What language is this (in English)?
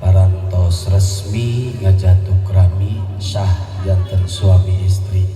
Sundanese